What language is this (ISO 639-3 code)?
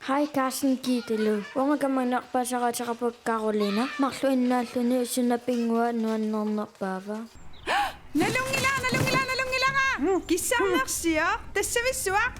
kal